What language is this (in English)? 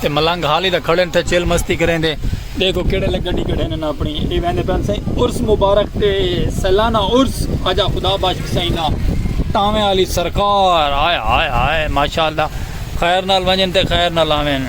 Saraiki